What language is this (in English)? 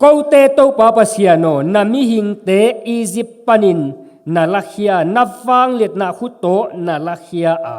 Tedim Chin